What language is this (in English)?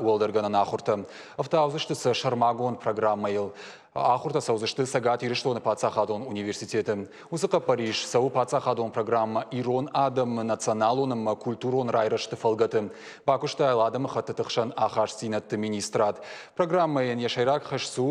Ossetic